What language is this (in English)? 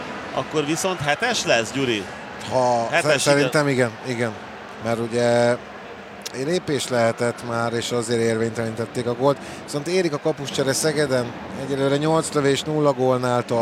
Hungarian